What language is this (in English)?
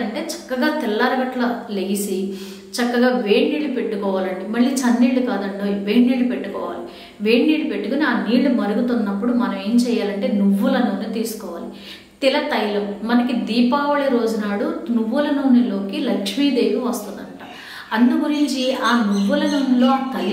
Telugu